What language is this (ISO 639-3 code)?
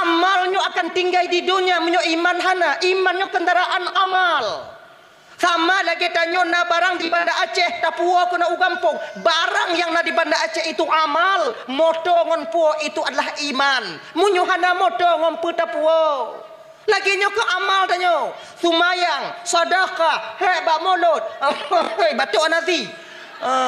ace